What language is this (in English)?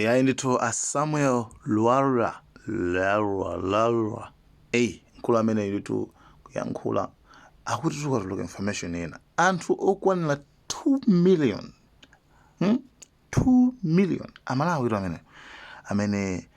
Nyanja